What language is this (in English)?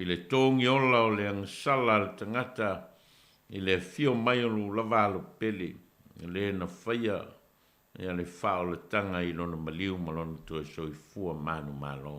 Samoan